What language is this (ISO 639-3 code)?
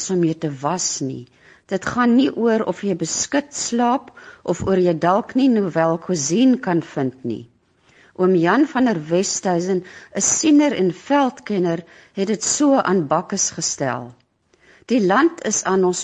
afr